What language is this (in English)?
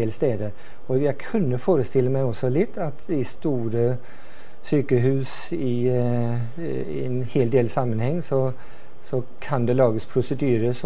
Norwegian